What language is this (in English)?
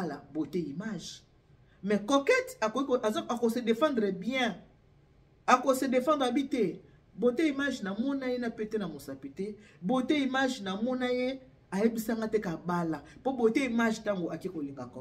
Lingala